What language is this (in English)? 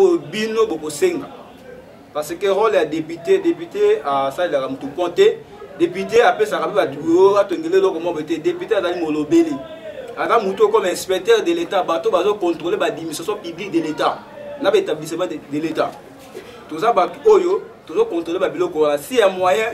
Lingala